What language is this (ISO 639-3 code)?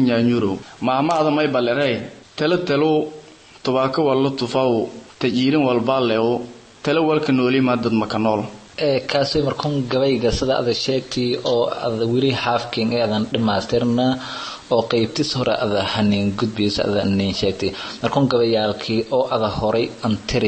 som